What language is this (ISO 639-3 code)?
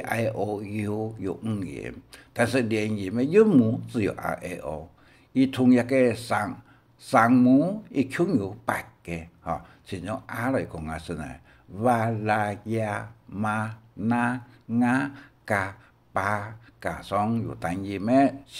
hak